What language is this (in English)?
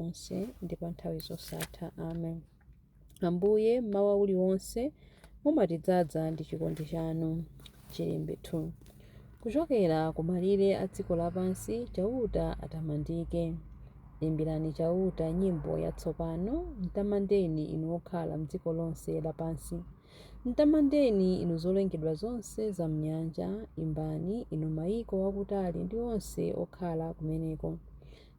Nyanja